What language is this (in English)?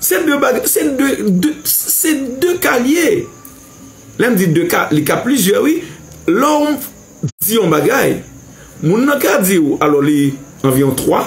Haitian Creole